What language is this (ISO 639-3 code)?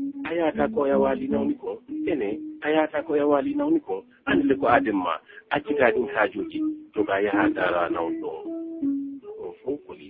ful